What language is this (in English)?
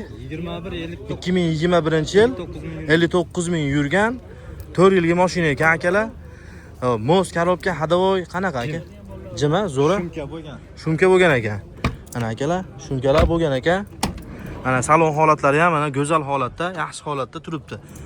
Uzbek